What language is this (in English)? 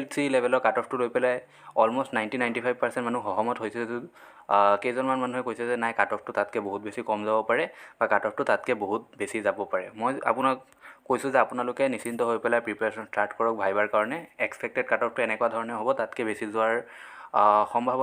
Assamese